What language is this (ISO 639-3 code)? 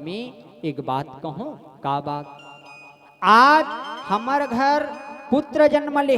hne